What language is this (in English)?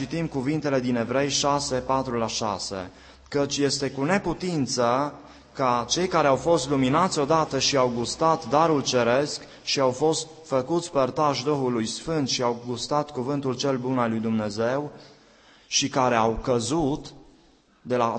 Romanian